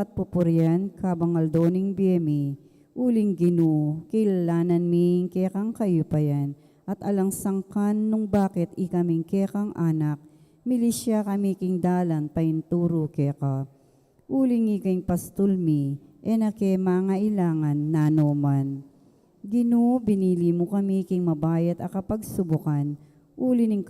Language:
Pampanga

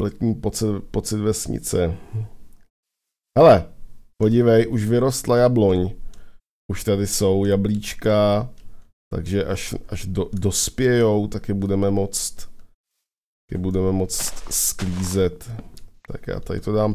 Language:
Czech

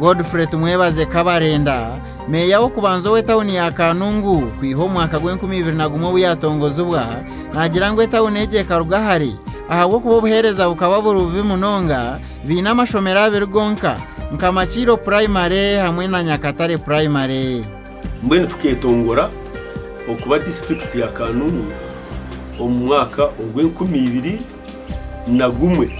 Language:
Nyankole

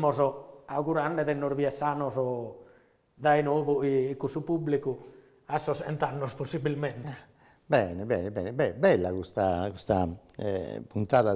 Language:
Sardinian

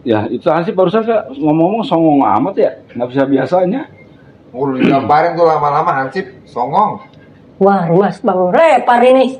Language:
Betawi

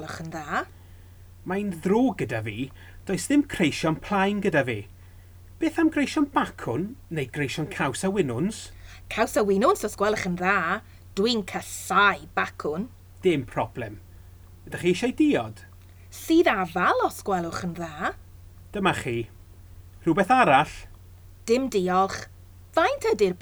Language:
Welsh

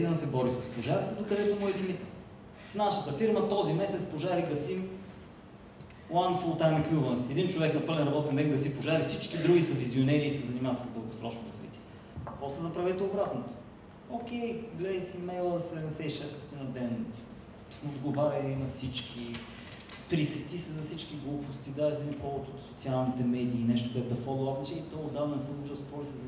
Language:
Bulgarian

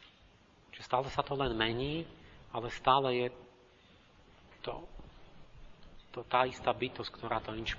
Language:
Slovak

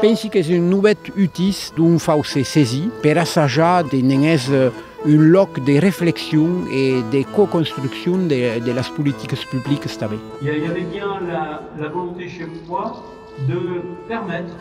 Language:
Occitan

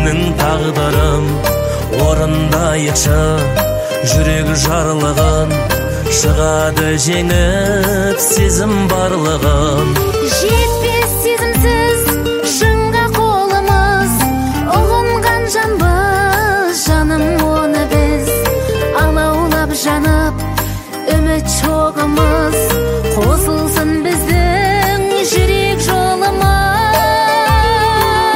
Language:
Kazakh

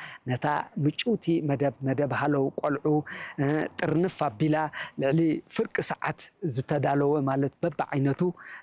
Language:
Tigrinya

